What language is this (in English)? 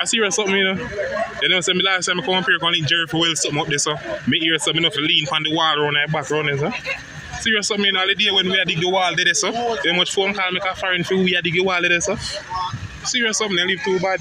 Jamaican Creole English